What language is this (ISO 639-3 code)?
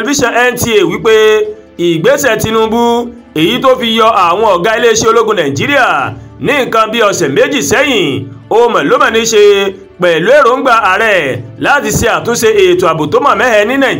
yor